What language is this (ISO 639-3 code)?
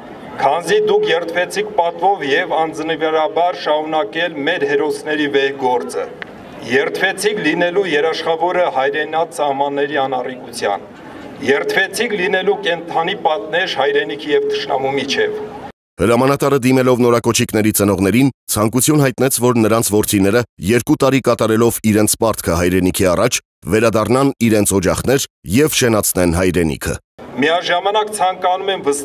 hye